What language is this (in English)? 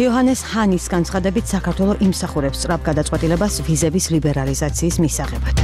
Georgian